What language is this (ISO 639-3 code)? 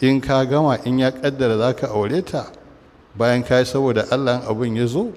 hau